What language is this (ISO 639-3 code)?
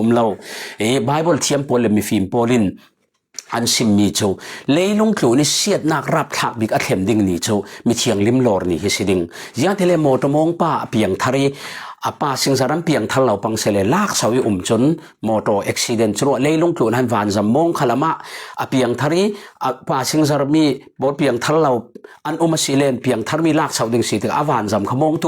cfm